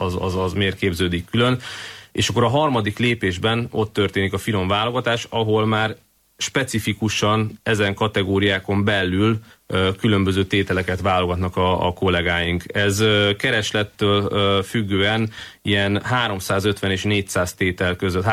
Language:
Hungarian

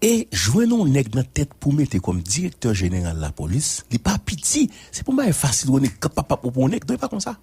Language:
Haitian Creole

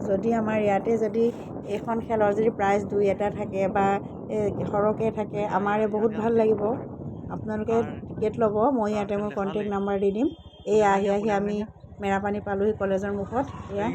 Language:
Assamese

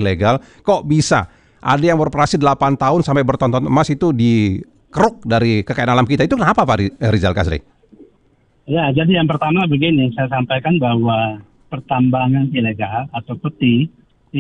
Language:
Indonesian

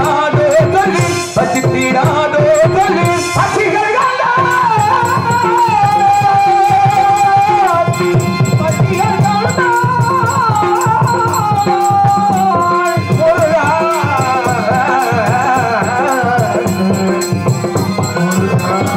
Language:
Tamil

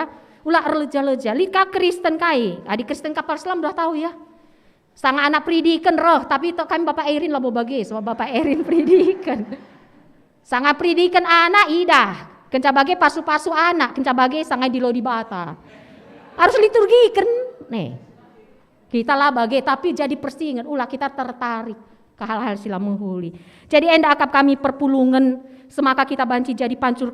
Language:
Batak Karo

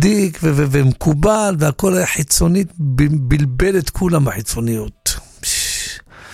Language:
Hebrew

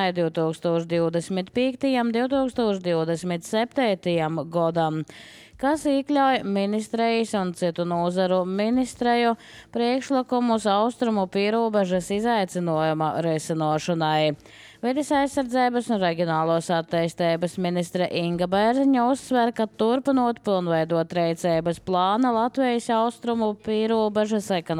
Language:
Latvian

